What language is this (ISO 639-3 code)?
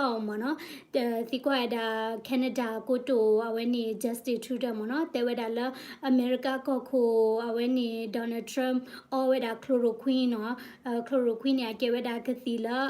ksw